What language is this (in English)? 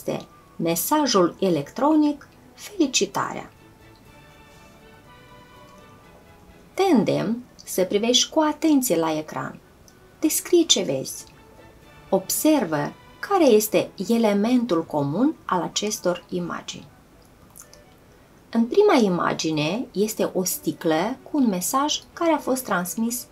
Romanian